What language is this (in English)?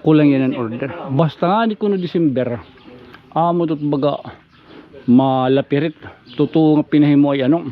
Waray